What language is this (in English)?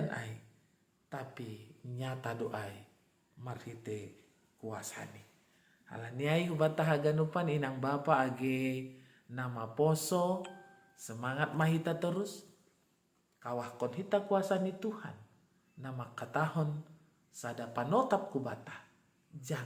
Batak Simalungun